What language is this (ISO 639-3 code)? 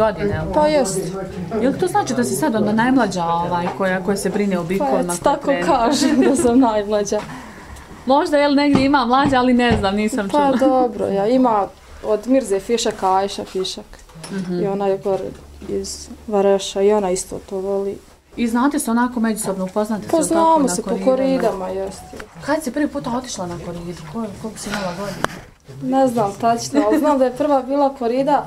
bos